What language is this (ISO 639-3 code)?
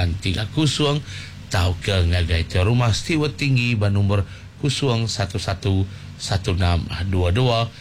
iba